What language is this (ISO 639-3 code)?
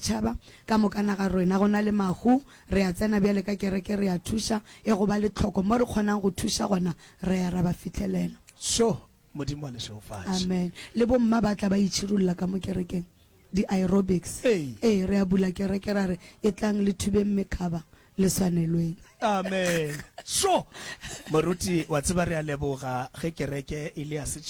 nso